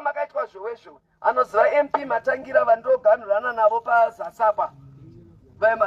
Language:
Shona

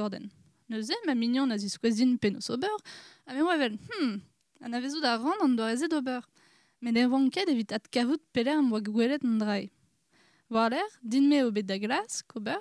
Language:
Breton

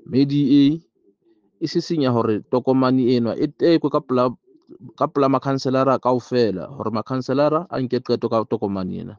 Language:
Southern Sotho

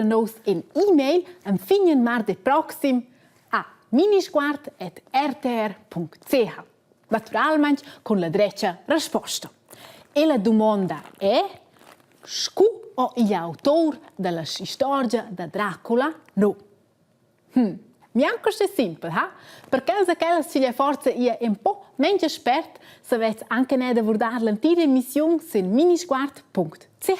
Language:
Romansh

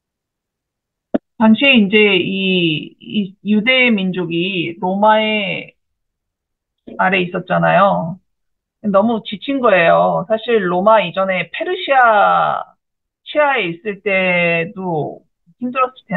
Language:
Korean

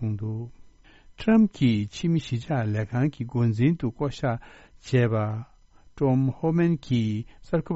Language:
Tibetan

